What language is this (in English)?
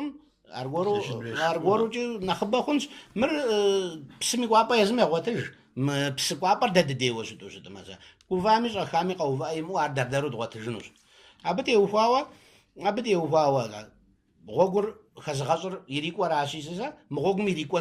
Kabardian